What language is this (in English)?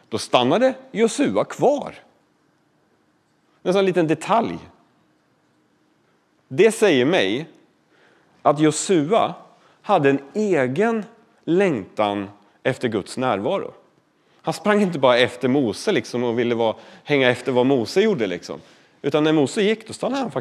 Swedish